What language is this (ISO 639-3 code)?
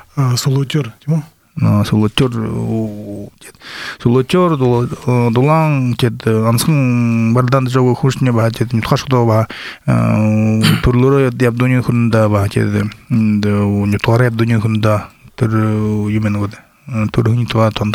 bua